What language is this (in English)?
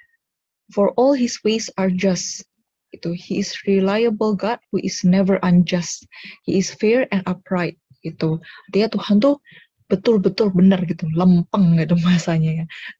Indonesian